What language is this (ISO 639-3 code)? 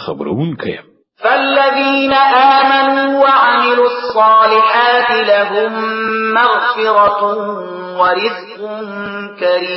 pus